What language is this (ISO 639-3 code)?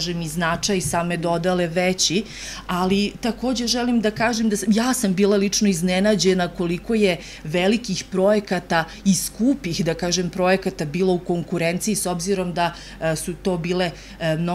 srp